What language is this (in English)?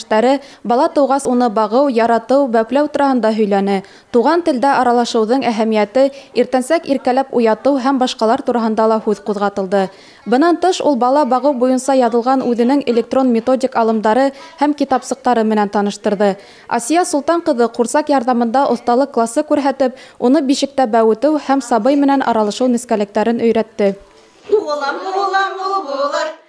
Bashkir